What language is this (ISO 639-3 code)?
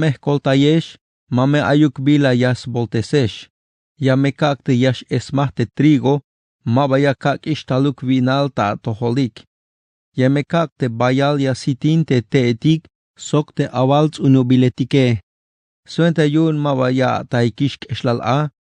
tzh